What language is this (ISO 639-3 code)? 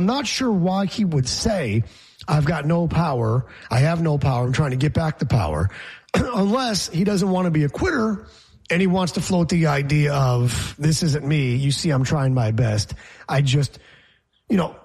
eng